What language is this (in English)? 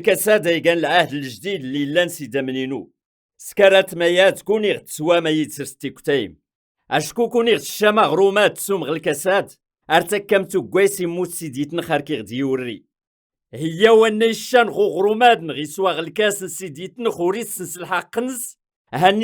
Kabyle